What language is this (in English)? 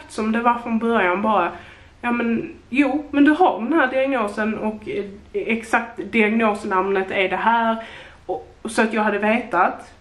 Swedish